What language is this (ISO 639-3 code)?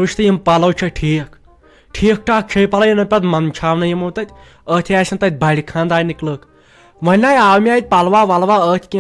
kas